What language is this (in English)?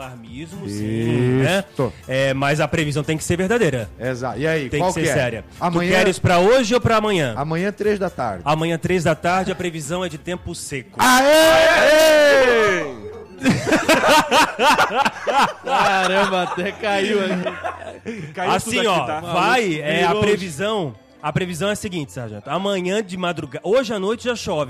Portuguese